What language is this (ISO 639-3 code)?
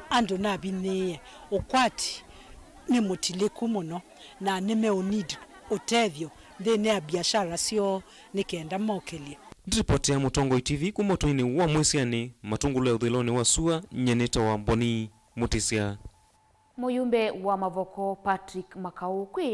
kam